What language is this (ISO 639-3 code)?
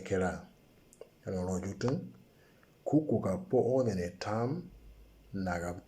mor